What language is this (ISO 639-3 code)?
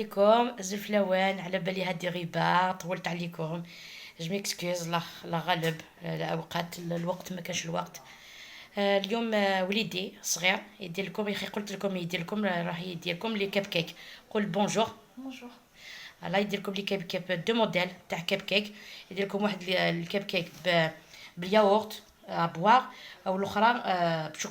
arq